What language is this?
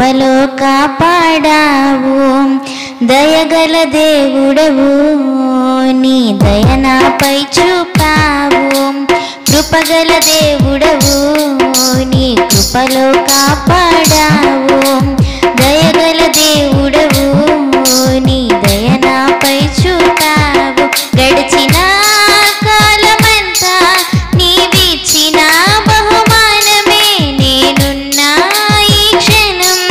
Telugu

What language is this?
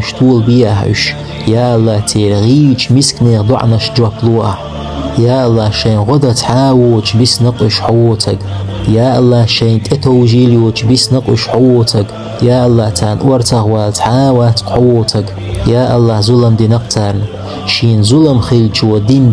Chechen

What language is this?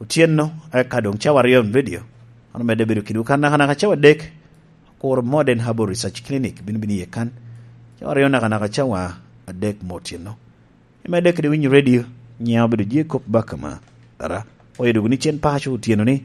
Lango (Uganda)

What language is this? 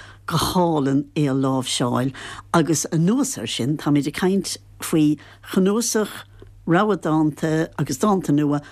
Irish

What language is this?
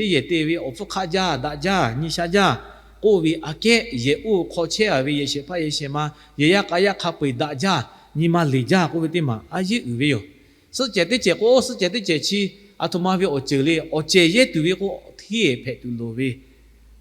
Lahu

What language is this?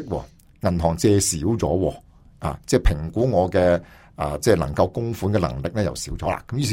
Cantonese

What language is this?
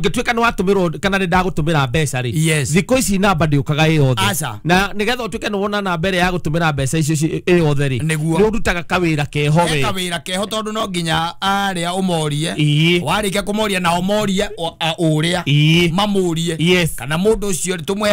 Kikuyu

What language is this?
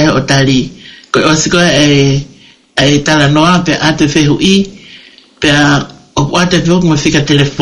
Tongan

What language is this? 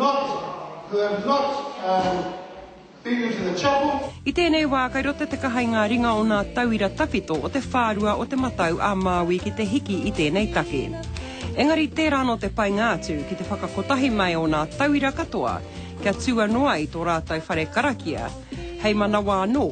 Māori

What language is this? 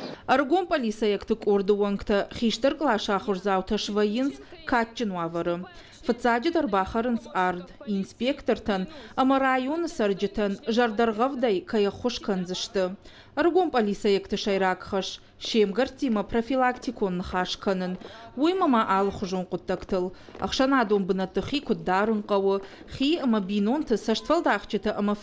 Ossetic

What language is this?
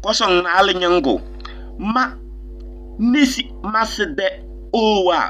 Kabiyè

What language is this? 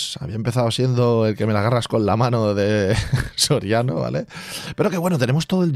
Spanish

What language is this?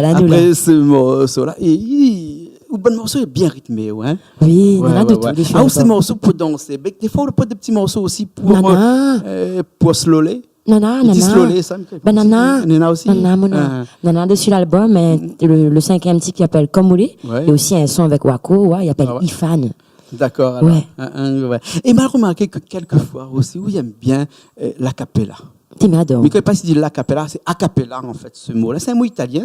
Réunion Creole French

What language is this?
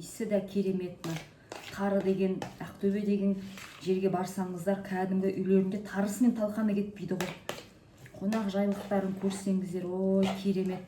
Kazakh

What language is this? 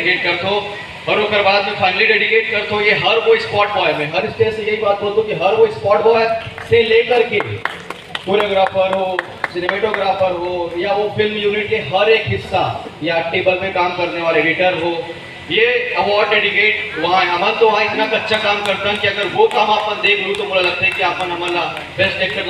Chhattisgarhi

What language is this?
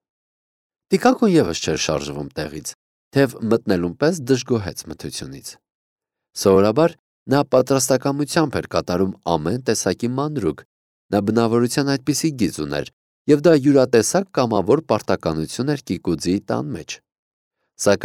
Armenian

